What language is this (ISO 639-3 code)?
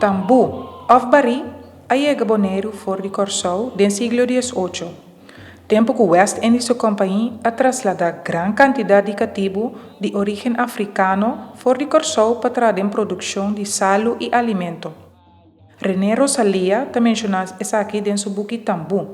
pap